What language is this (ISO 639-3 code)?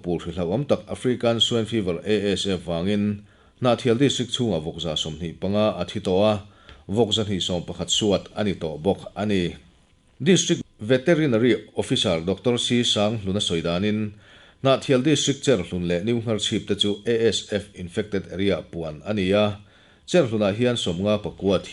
lus